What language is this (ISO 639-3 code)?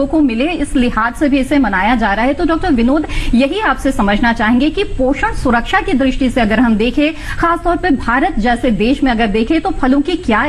hin